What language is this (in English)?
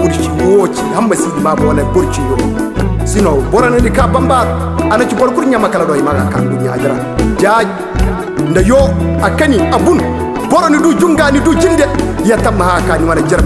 Koyraboro Senni